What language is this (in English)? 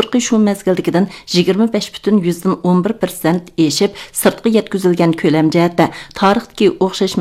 Uyghur